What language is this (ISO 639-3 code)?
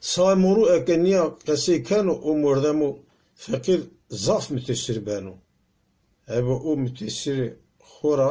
zza